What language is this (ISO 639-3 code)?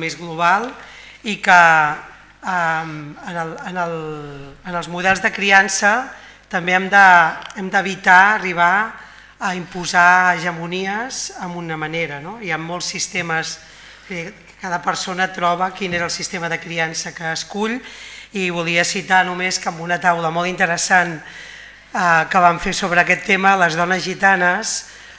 cat